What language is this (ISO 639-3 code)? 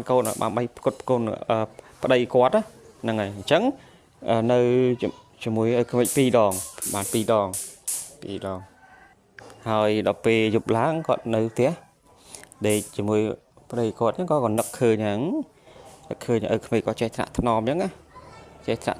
khm